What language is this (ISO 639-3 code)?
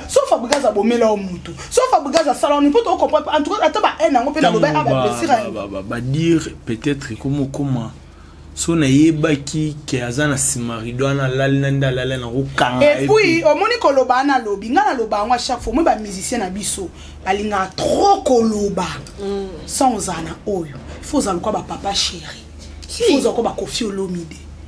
lin